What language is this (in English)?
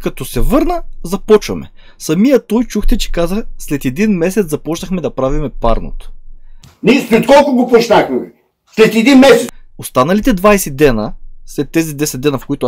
Bulgarian